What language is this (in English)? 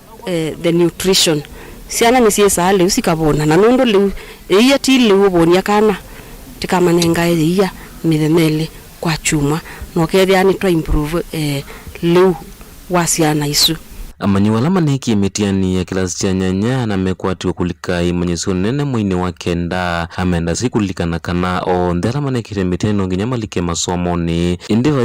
Kamba